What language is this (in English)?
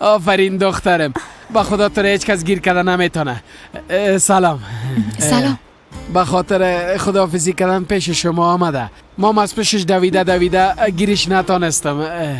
Persian